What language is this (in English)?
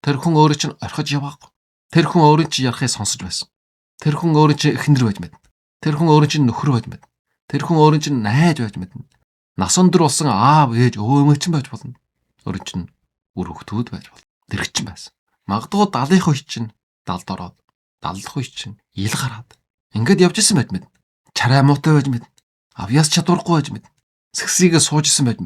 Mongolian